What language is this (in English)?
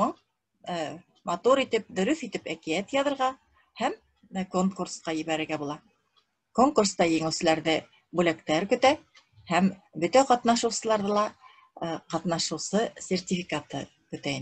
Bashkir